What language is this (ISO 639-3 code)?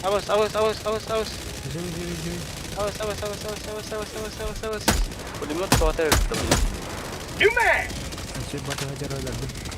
sah